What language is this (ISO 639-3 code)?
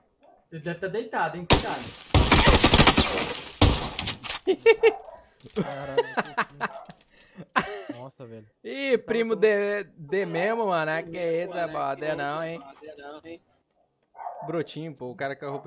por